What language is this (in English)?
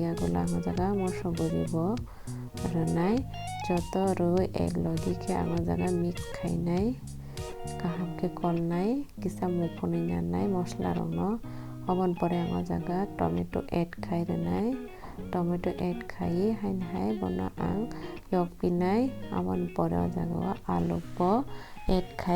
Kok Borok